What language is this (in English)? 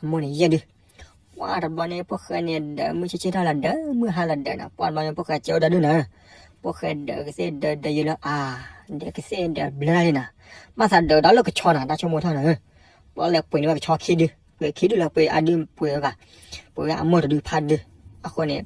S'gaw Karen